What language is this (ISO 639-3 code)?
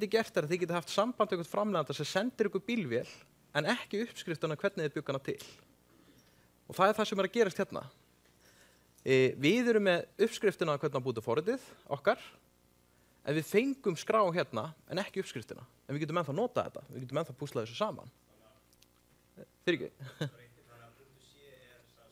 isl